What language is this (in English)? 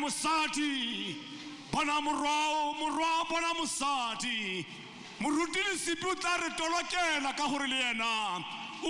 Tswana